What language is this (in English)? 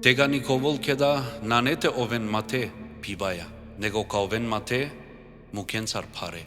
Balkan Romani